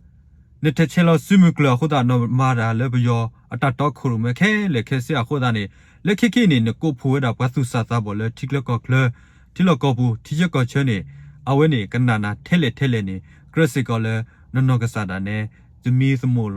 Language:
S'gaw Karen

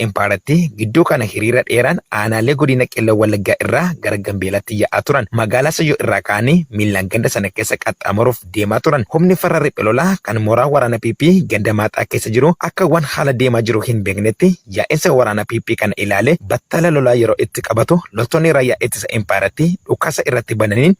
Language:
Oromo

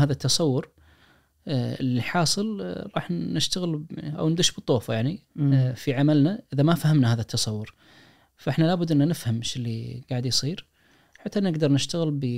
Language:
Najdi Arabic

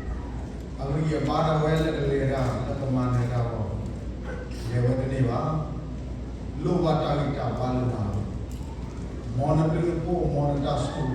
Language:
S'gaw Karen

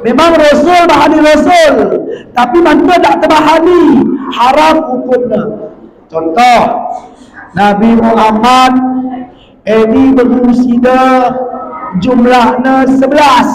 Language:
Batak Alas-Kluet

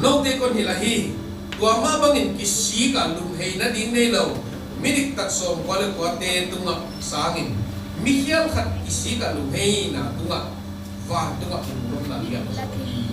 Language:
Tedim Chin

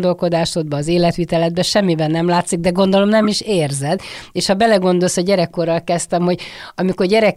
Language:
Hungarian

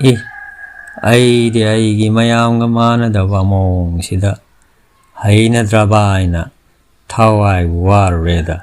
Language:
Manipuri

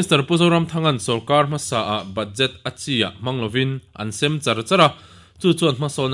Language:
Mizo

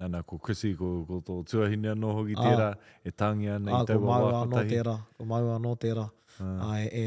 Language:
Māori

